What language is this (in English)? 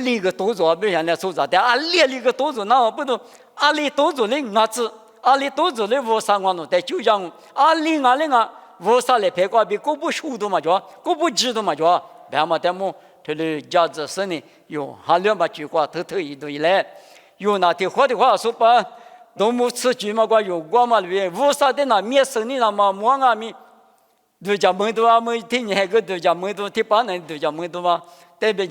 Lisu